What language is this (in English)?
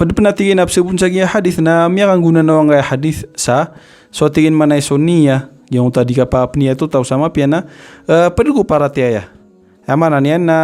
Maranao